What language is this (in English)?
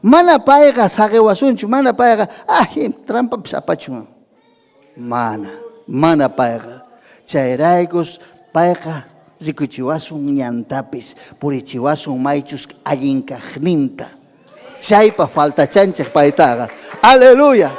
Ayacucho Quechua